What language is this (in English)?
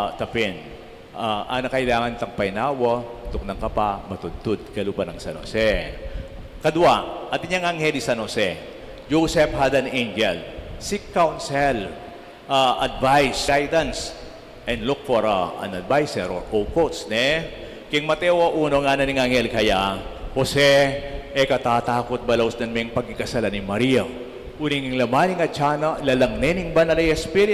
Pampanga